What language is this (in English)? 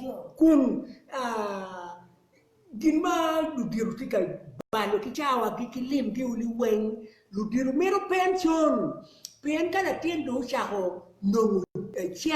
Acoli